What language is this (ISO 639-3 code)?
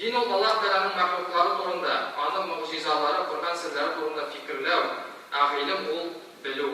tat